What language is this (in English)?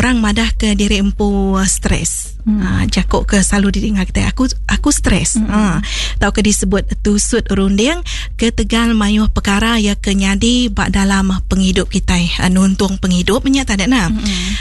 Iban